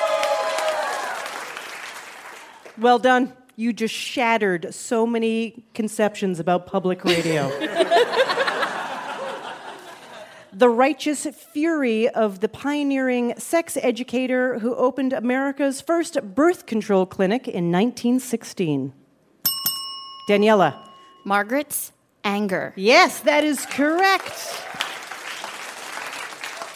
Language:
English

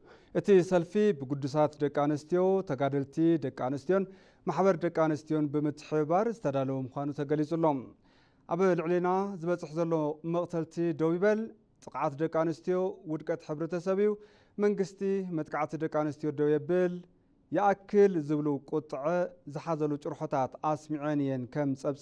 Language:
Tigrinya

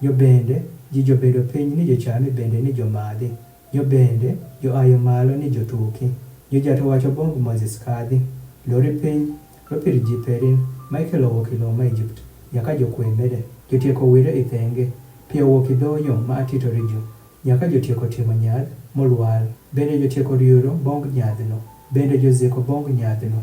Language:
Adhola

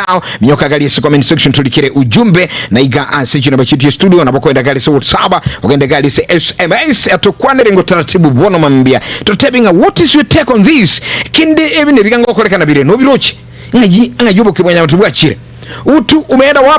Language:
Gusii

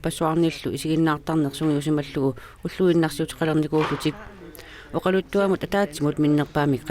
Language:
Kalaallisut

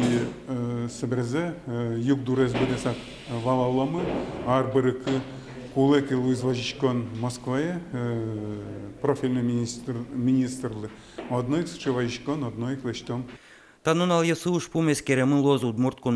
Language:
Udmurt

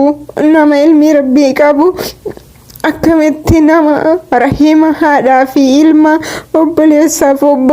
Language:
Oromo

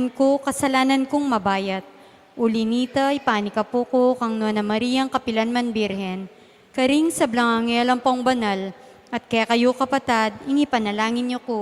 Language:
Pampanga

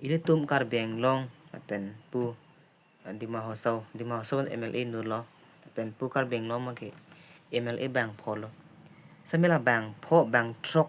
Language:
Karbi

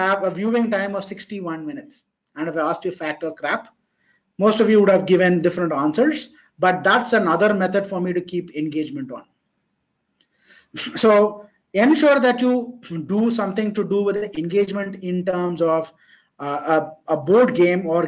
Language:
English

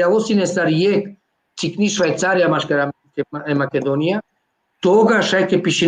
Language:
Balkan Romani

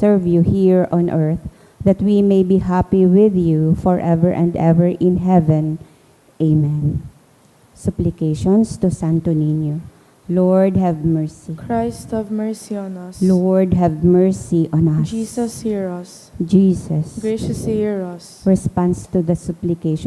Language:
Bikol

